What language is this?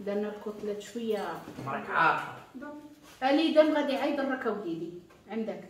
Moroccan Arabic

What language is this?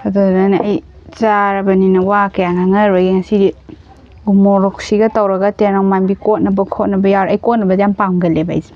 Manipuri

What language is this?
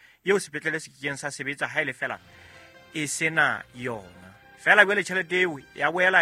Southern Sotho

